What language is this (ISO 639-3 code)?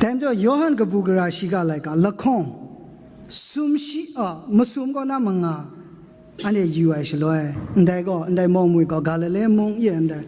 kac